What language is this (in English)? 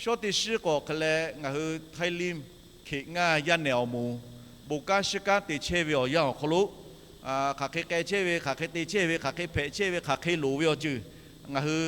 Lahu